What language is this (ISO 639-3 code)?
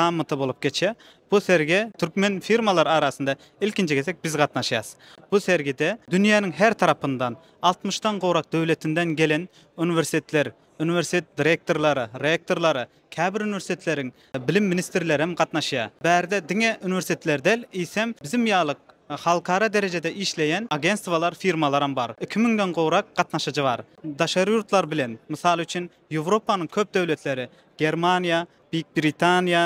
tuk